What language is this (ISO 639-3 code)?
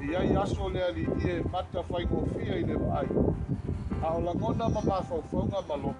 smo